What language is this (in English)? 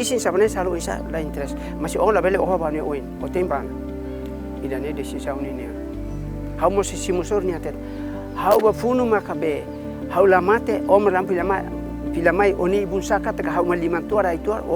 Tetum